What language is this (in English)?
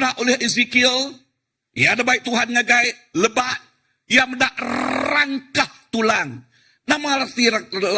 Iban